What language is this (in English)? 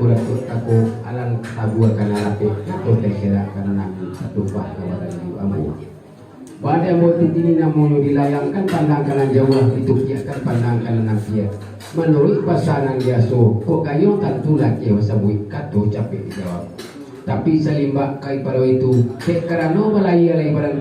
Minangkabau